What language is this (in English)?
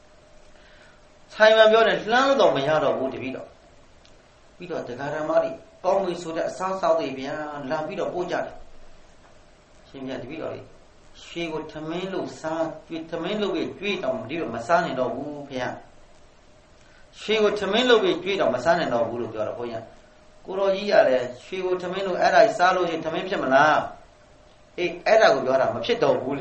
Burmese